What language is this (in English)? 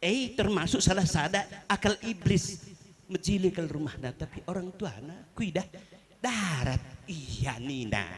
Batak Karo